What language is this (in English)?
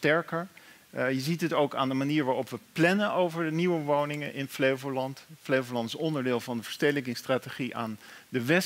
Dutch